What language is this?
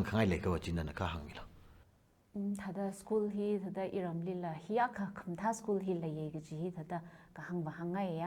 Tangkhul Naga (India)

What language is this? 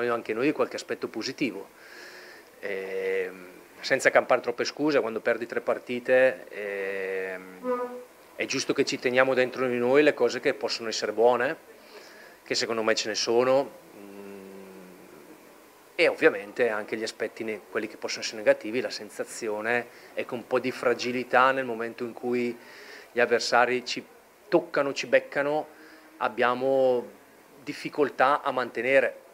Italian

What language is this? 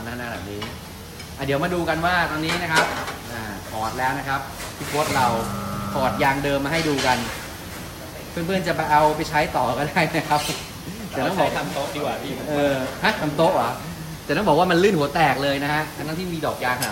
Thai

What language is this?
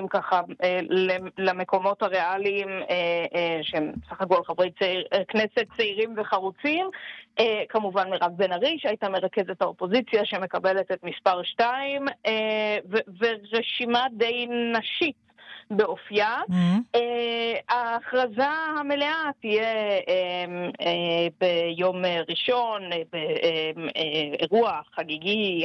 Hebrew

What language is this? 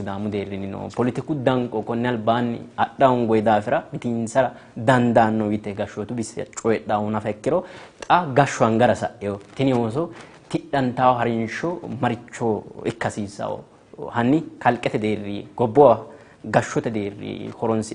Sidamo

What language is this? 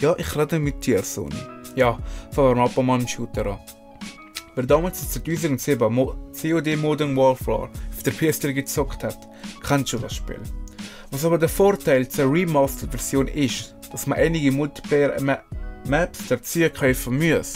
Swiss German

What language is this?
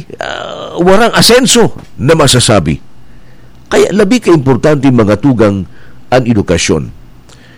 Bikol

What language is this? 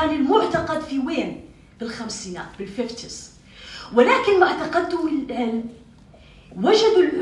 North Levantine Arabic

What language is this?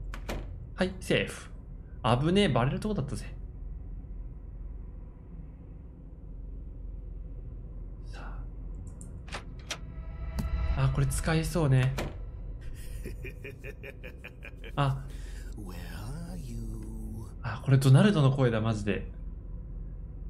Japanese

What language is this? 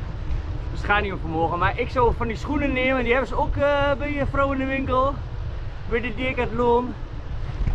Dutch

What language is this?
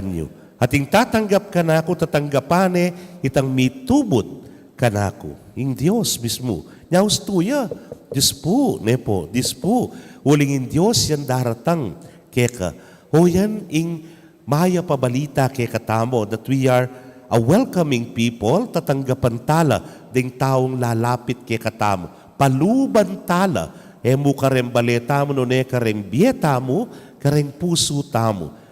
Pampanga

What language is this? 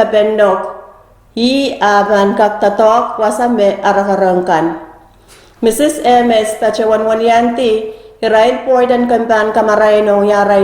Pohnpeian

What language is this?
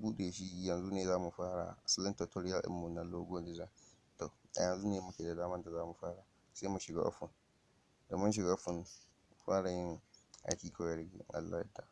Hausa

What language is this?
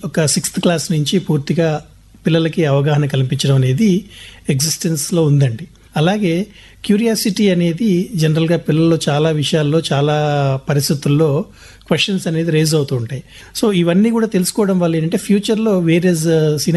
Telugu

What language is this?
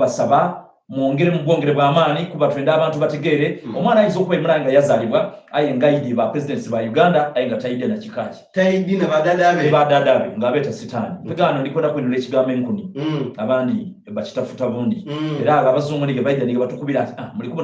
Soga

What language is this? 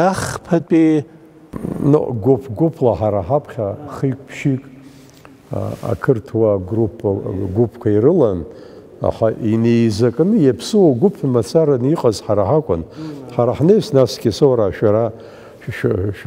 Abkhazian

